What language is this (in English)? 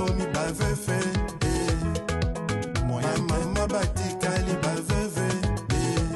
Luba-Lulua